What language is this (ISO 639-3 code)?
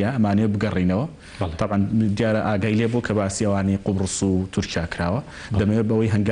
ckb